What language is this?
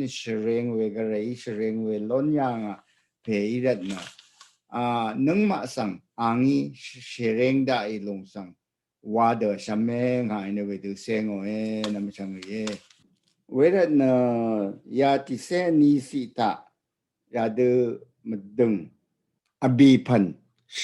Rawang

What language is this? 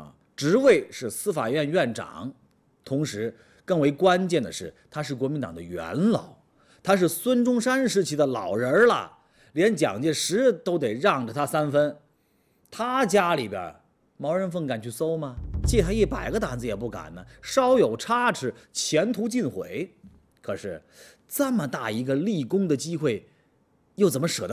Chinese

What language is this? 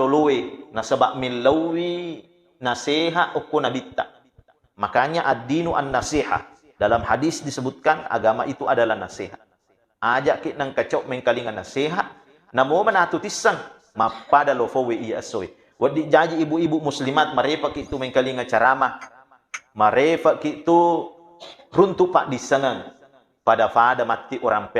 Buginese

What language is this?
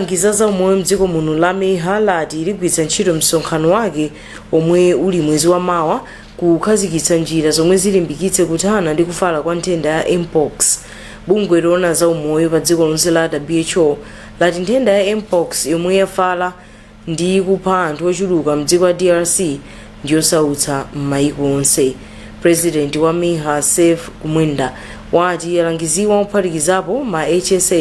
Nyanja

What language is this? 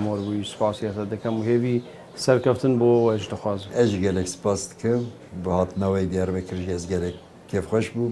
Kurdish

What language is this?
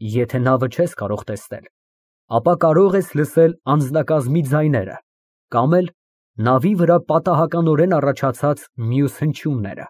Armenian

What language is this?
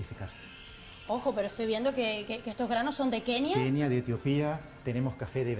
Spanish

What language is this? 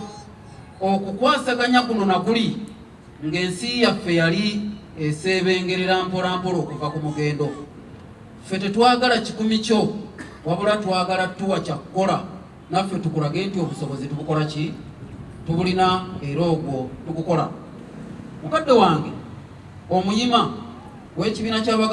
Ganda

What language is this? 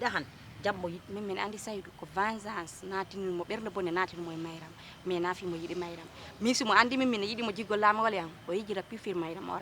Fula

